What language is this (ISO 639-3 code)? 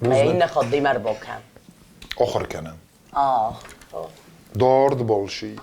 oss